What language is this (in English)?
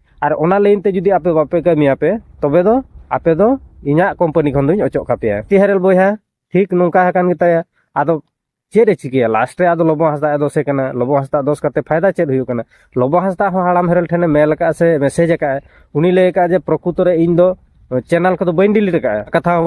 Santali